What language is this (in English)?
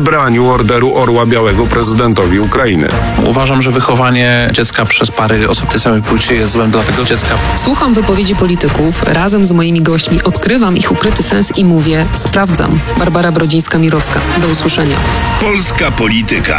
Polish